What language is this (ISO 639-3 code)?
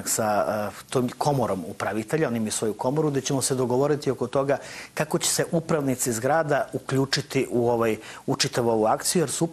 srp